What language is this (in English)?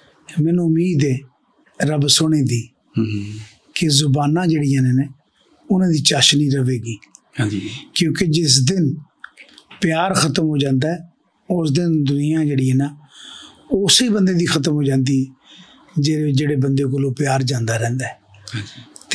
Punjabi